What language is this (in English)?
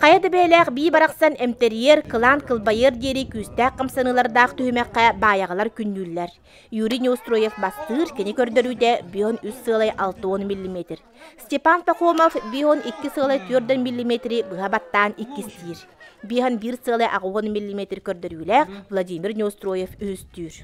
Yakut